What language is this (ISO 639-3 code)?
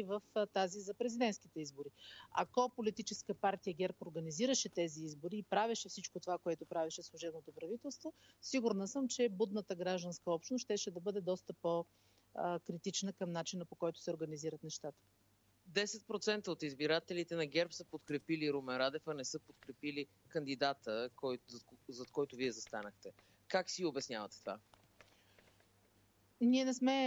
bul